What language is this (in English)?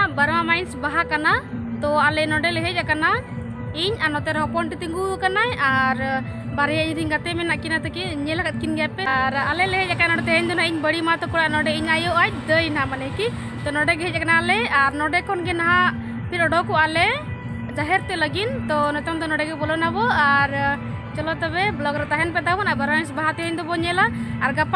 Santali